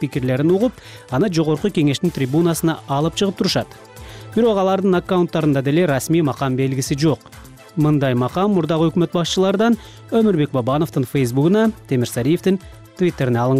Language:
Kyrgyz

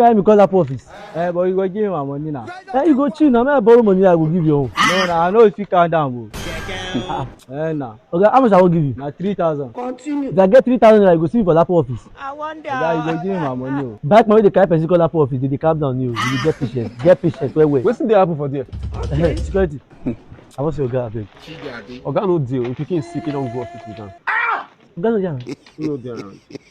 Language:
Nigerian Pidgin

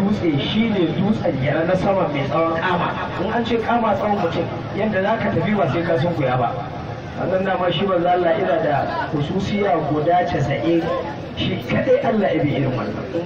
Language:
Hausa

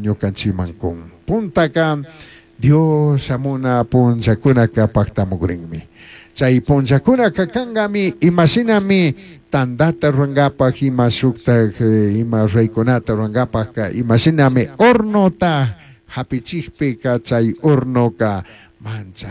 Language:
Chimborazo Highland Quichua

